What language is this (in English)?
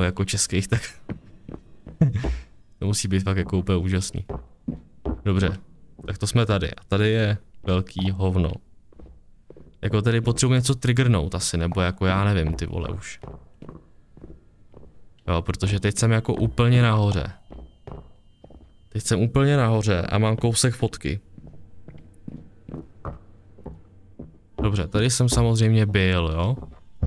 Czech